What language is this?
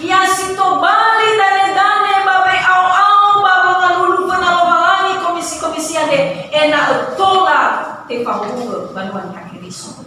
Nias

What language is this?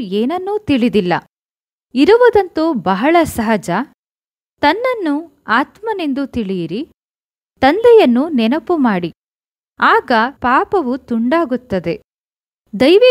Kannada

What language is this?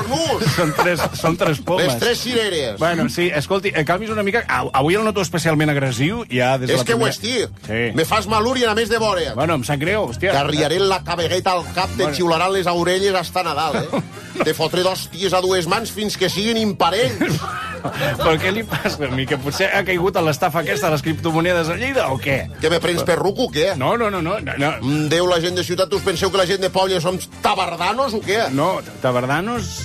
Catalan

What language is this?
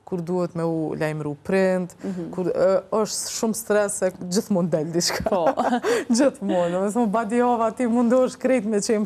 Albanian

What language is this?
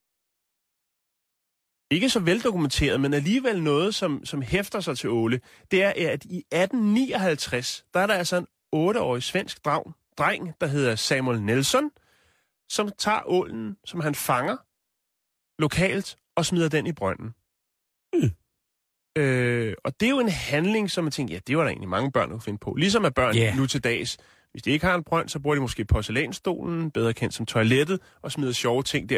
Danish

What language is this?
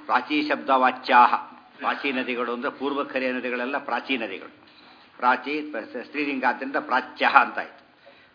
Kannada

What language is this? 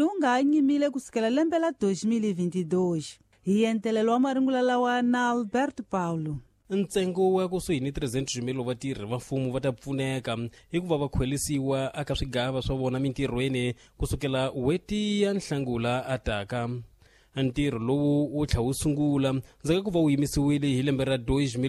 Tsonga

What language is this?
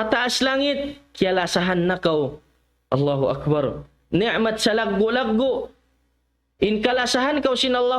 Tausug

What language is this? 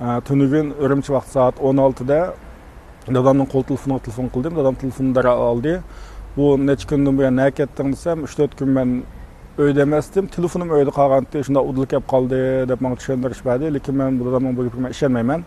Uyghur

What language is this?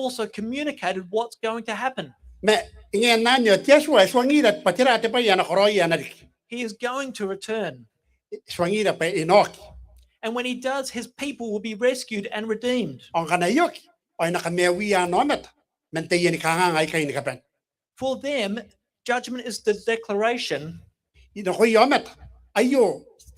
Gilbertese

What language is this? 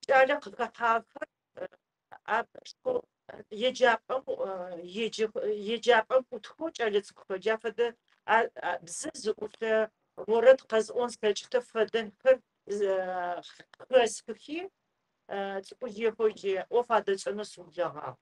Adyghe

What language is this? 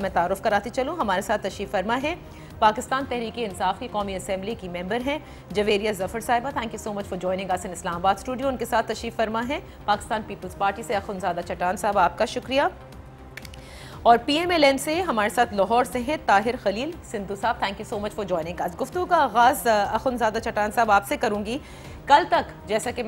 Urdu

